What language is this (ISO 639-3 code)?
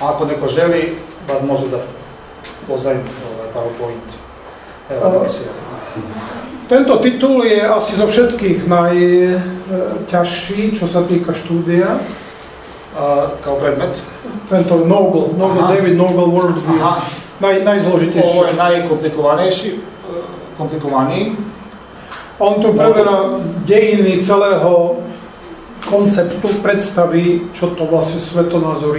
slk